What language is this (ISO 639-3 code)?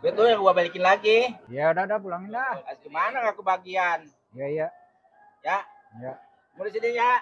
bew